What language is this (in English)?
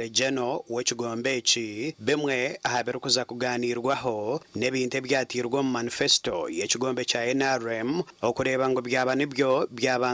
Nyankole